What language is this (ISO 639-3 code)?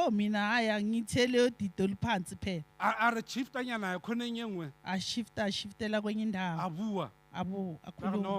sot